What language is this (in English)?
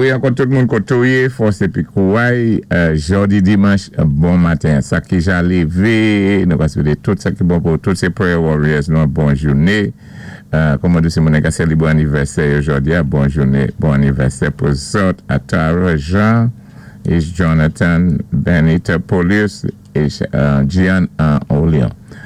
Saint Lucian Creole French